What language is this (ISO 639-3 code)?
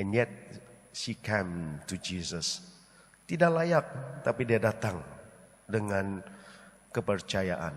dtp